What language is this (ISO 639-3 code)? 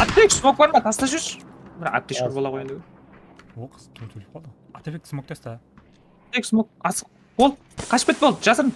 kaa